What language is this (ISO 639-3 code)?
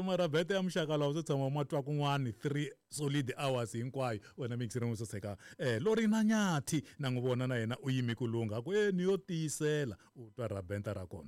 tso